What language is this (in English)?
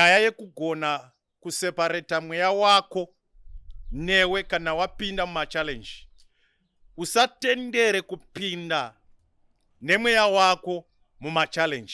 Shona